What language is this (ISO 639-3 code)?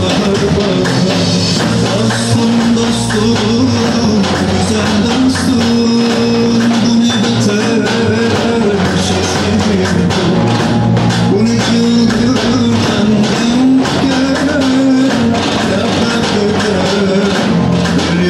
tur